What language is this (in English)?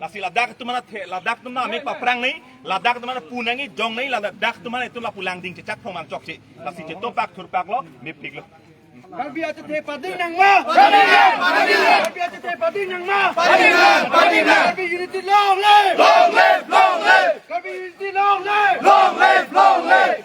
Karbi